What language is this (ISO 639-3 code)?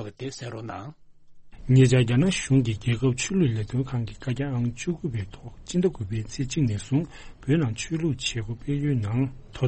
bod